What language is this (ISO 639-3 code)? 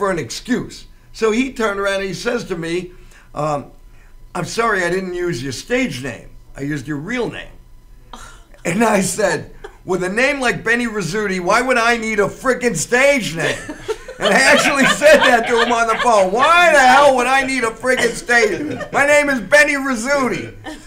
eng